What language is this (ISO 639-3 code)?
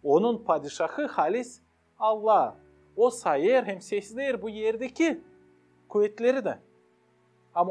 gag